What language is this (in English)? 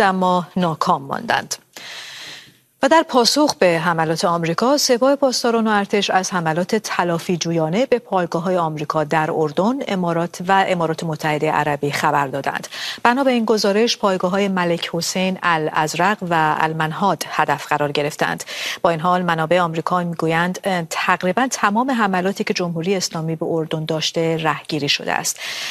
Persian